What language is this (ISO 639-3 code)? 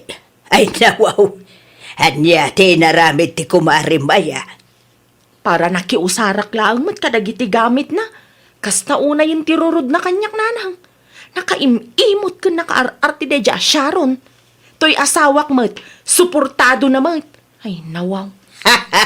ilo